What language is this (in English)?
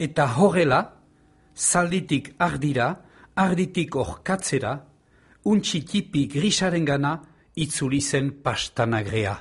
Basque